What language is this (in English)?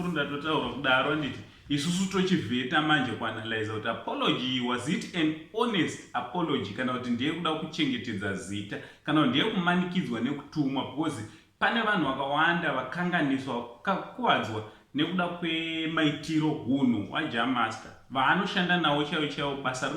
Shona